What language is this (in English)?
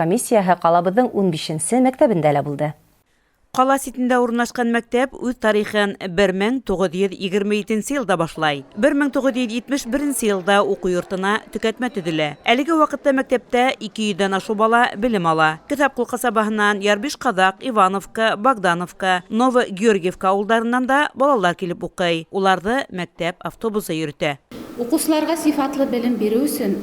Bashkir